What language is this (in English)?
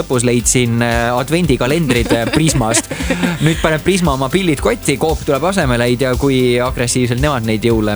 Estonian